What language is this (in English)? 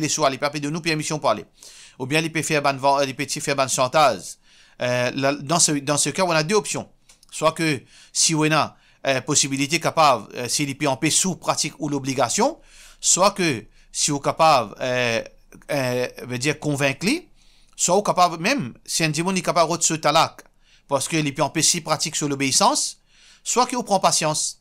Morisyen